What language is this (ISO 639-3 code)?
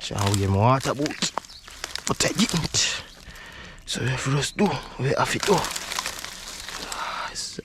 jam